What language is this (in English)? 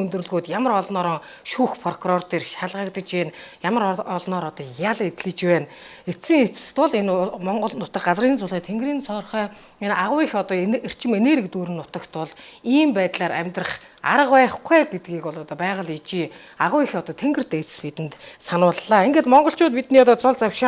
Mongolian